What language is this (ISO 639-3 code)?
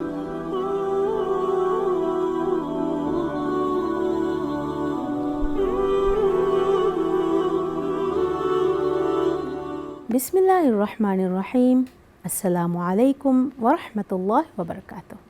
div